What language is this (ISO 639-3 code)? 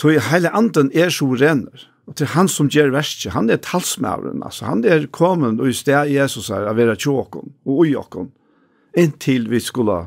fao